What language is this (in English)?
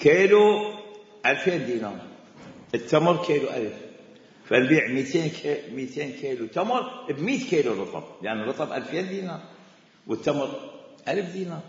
Mesopotamian Arabic